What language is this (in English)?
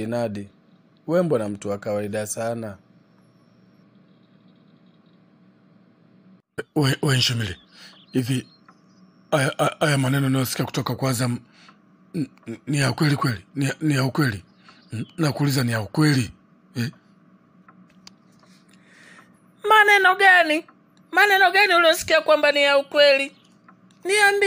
Swahili